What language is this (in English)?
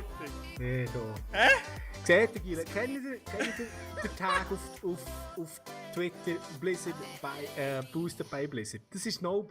Swiss German